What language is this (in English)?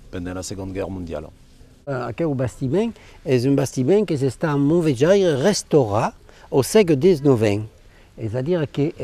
Occitan